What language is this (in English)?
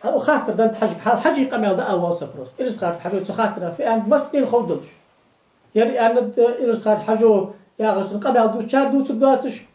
Ingush